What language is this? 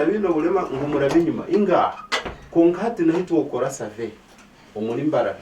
Nyankole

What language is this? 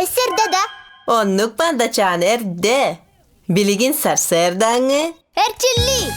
Yakut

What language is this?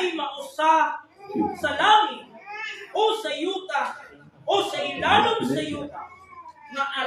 Cebuano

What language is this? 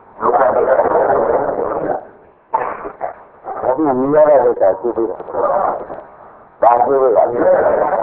Burmese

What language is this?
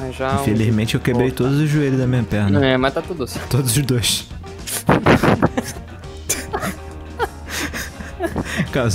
Portuguese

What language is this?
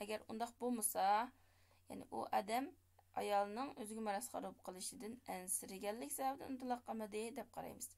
Uyghur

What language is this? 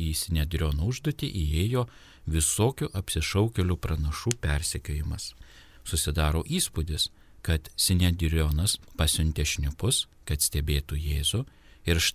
Lithuanian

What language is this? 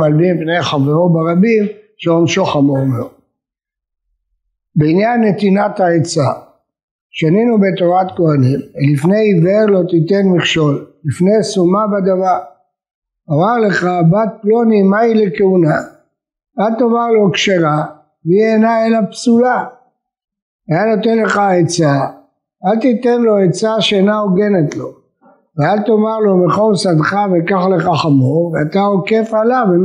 Hebrew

